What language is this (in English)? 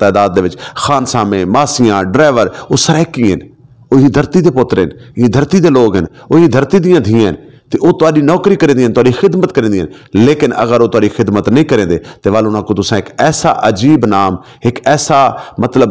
Saraiki